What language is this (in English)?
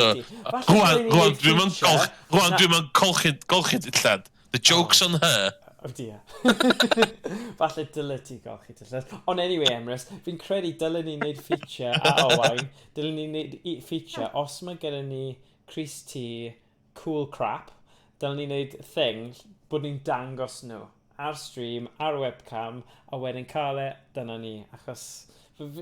Welsh